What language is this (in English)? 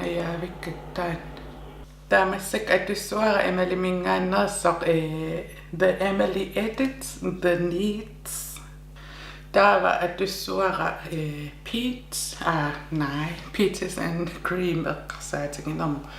Kalaallisut